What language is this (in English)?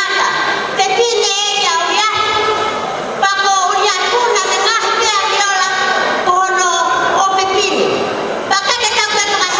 Tongan